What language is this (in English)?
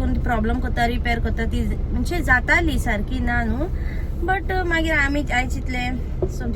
Konkani